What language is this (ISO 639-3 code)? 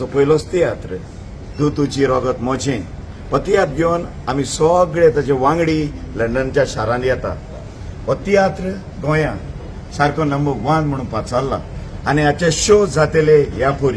kok